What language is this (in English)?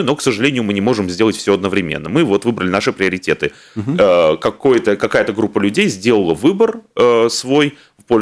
Russian